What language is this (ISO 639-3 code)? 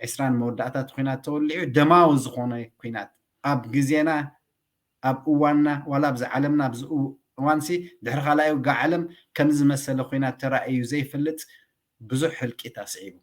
tir